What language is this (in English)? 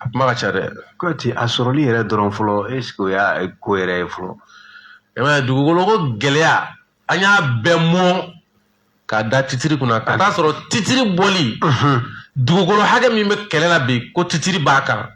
Bambara